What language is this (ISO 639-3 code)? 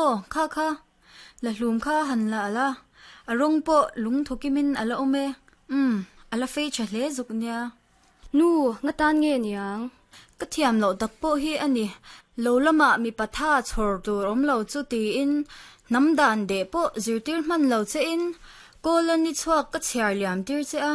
lus